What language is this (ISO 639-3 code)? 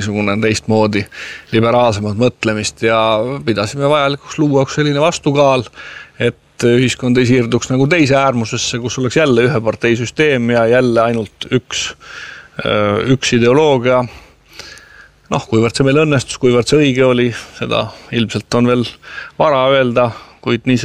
est